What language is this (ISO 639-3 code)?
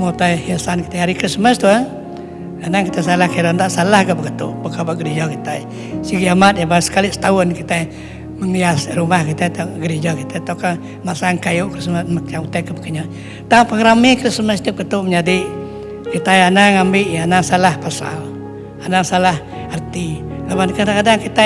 iba